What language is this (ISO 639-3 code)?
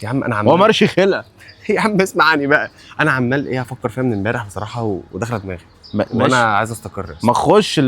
arz